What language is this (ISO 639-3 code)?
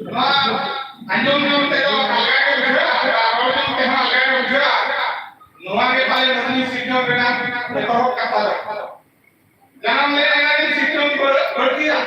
sat